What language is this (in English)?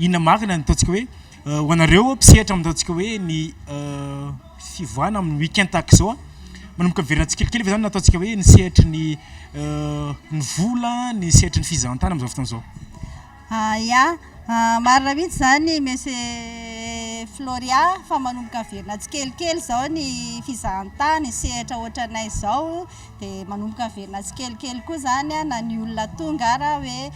Malagasy